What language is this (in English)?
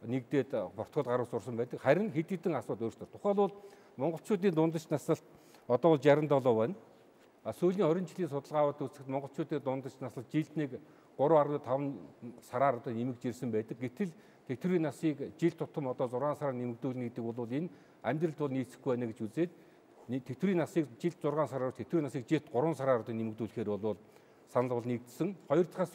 Mongolian